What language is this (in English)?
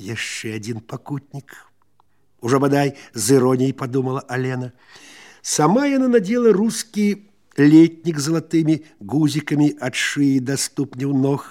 Belarusian